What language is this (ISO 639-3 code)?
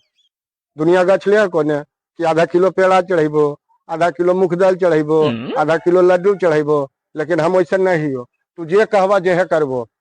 mag